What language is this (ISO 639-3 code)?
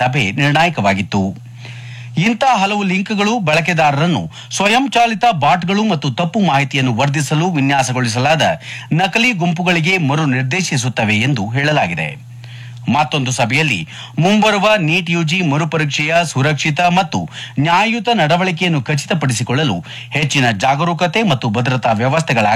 kan